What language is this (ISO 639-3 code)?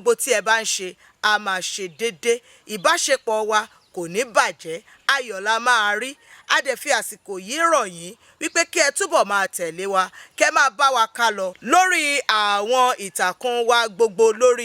yor